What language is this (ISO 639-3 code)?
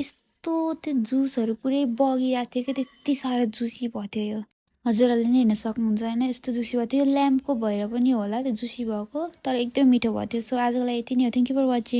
nep